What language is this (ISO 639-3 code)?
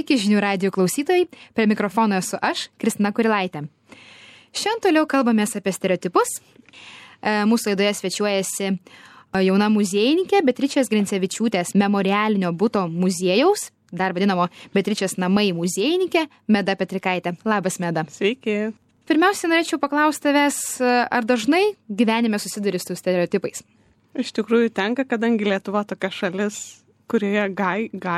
lit